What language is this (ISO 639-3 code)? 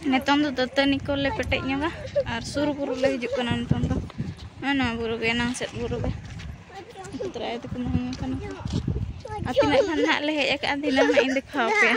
sat